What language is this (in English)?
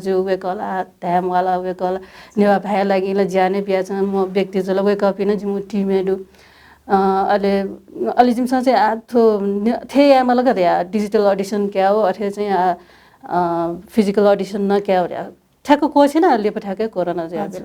Newari